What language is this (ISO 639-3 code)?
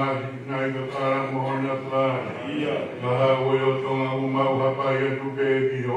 ton